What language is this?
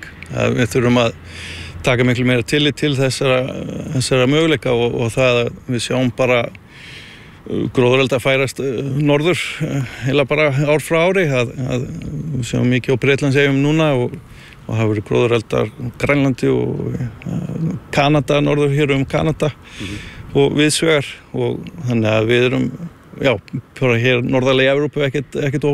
Icelandic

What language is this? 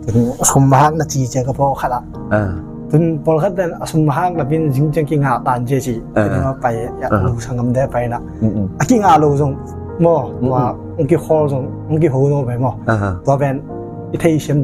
Tedim Chin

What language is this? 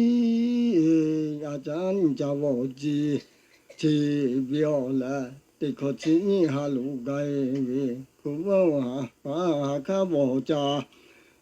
Lahu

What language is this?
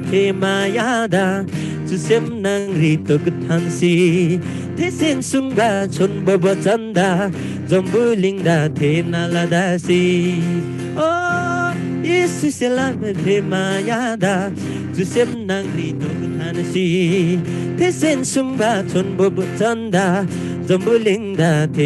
Eastern Tamang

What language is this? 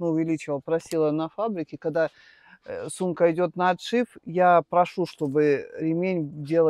Russian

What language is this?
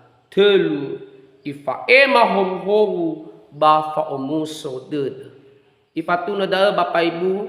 Nias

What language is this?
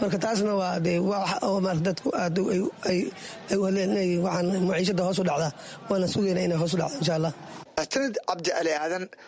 Somali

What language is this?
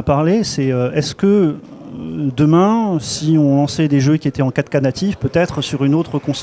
French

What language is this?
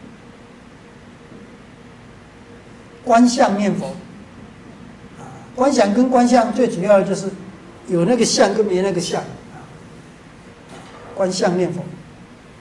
Chinese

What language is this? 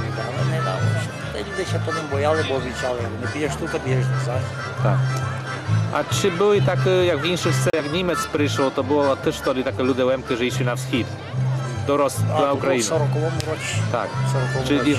Rusyn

